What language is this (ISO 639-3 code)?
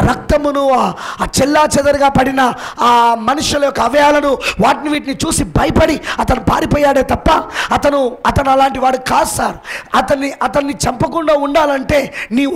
tel